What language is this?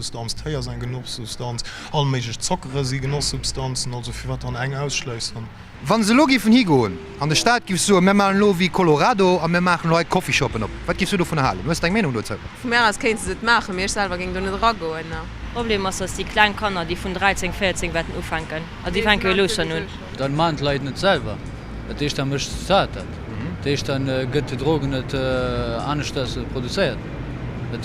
Luxembourgish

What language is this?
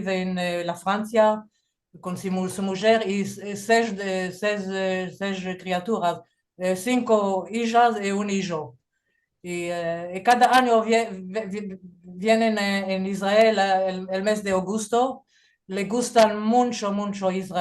Ladino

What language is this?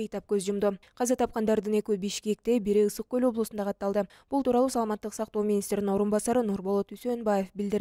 Kyrgyz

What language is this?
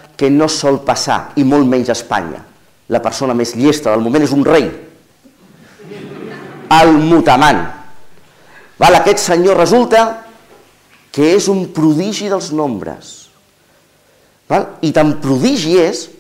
Catalan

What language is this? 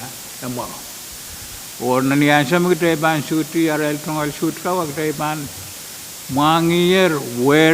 Pohnpeian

